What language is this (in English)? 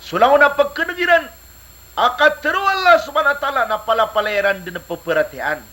Maranao